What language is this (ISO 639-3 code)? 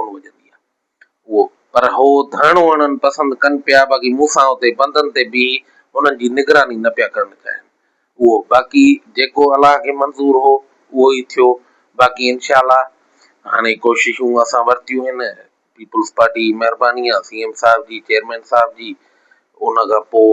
snd